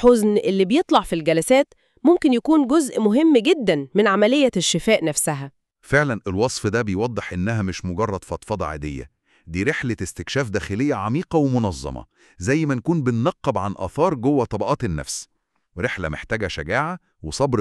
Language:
Egyptian Arabic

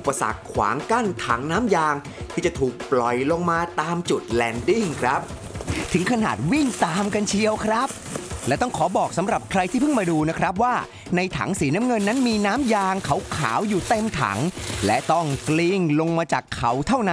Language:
Thai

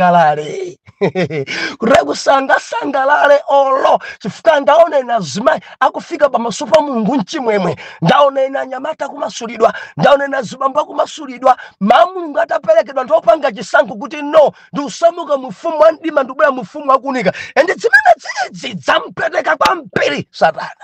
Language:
Nyanja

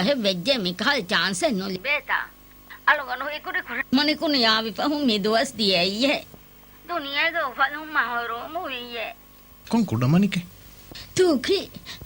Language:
Divehi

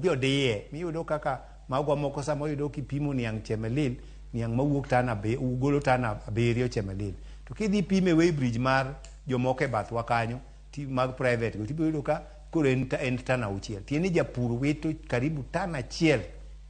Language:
Luo (Kenya and Tanzania)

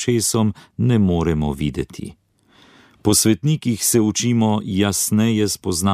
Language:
Slovenian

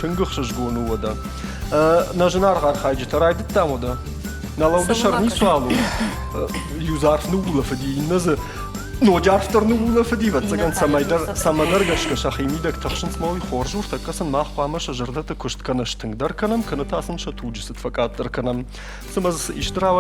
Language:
Ossetic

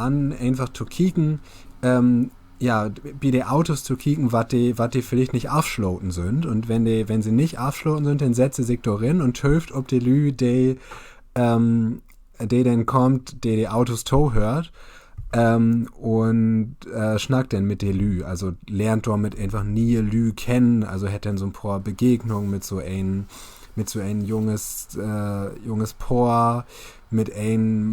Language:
Low German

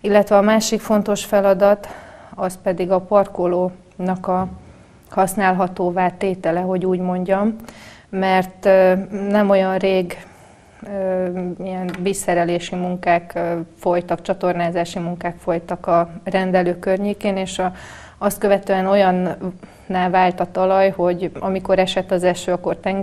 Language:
Hungarian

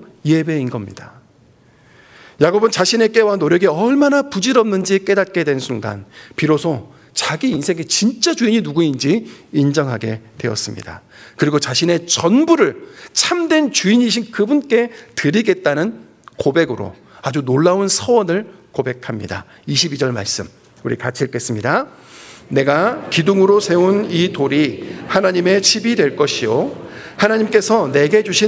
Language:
Korean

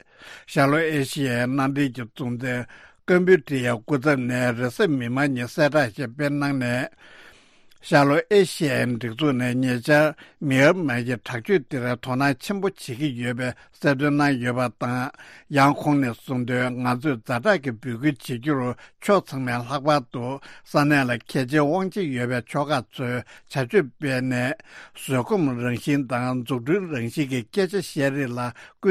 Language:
Tibetan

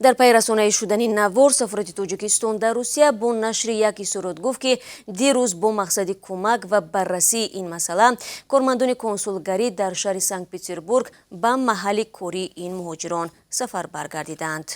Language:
Tajik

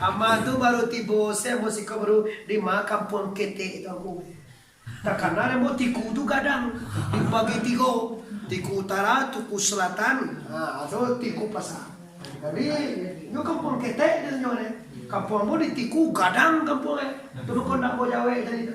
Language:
Minangkabau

